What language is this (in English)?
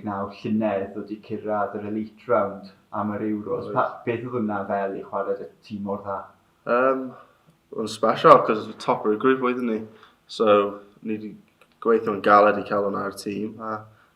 Welsh